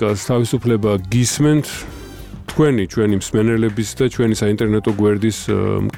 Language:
Georgian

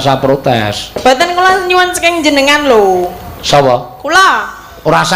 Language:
Javanese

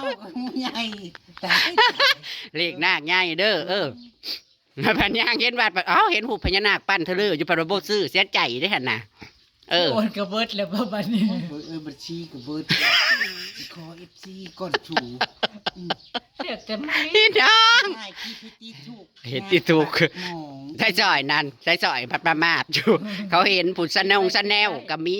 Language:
Northeastern Thai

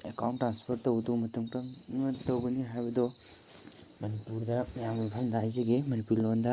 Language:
Manipuri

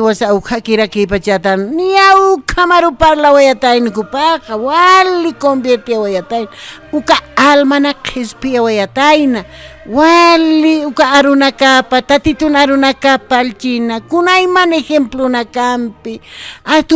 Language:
Aymara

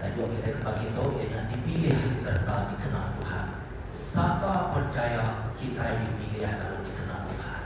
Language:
Iban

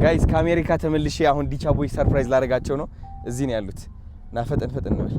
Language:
Amharic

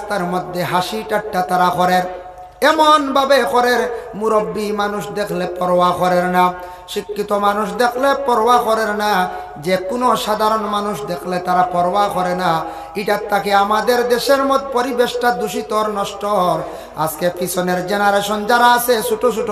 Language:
Sylheti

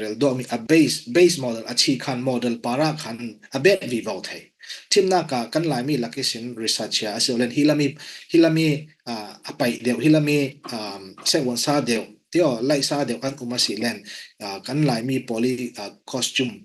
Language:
Falam Chin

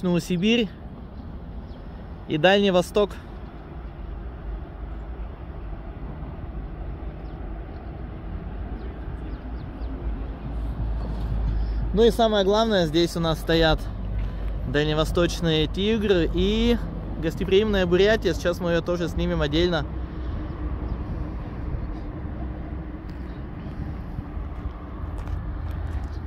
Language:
Russian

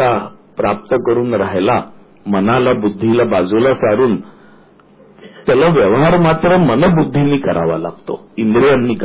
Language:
Marathi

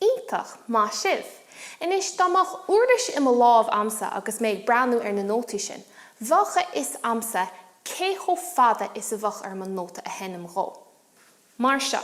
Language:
Irish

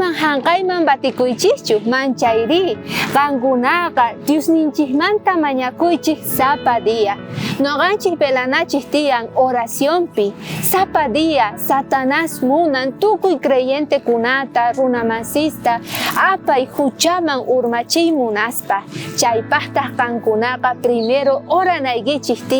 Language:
South Bolivian Quechua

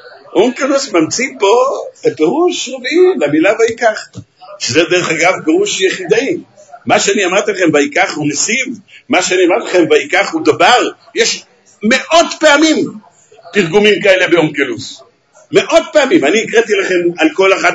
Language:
Hebrew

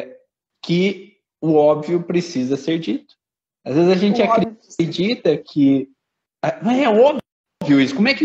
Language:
Portuguese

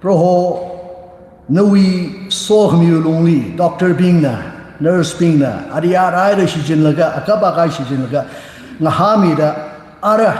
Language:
Tangkhul Naga (India)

